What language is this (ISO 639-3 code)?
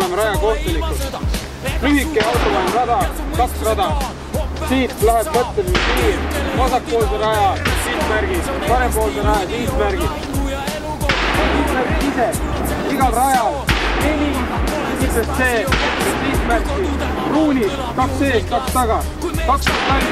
est